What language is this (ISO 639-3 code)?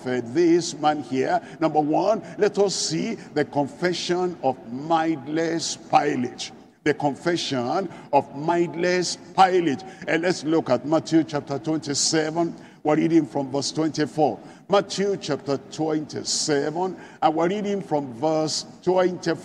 eng